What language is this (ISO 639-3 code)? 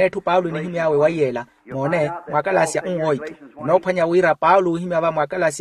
vmw